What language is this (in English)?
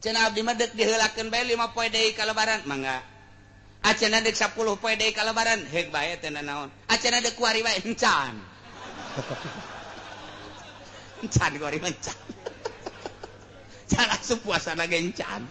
Sundanese